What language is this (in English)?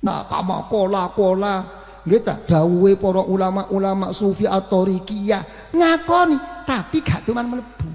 Javanese